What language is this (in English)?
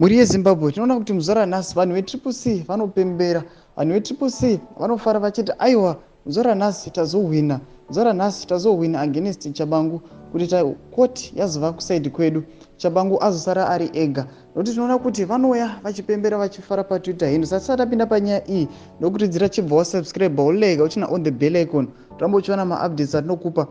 Shona